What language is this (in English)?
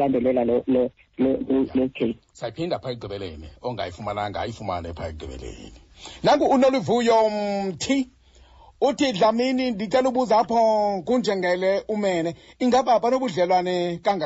Xhosa